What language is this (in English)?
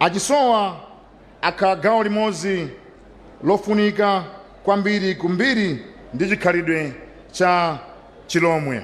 Nyanja